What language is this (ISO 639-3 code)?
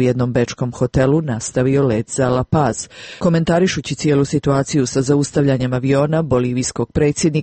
srp